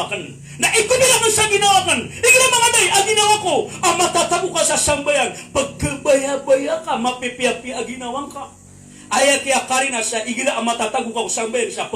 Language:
Maranao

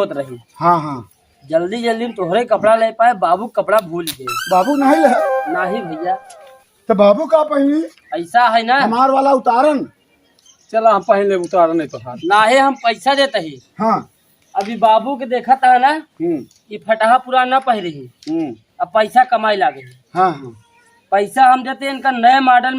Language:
Awadhi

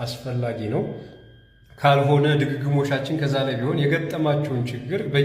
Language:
Amharic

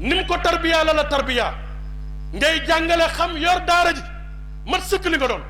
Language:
Wolof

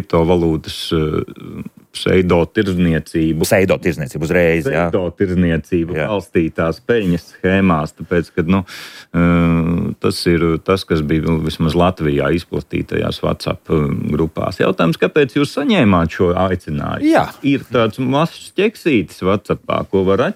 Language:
Latvian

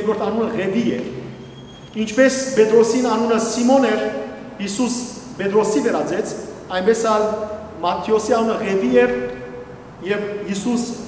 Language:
Western Armenian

